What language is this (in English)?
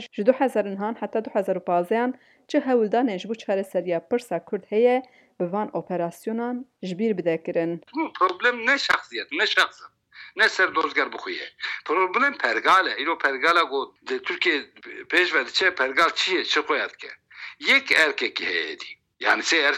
Kurdish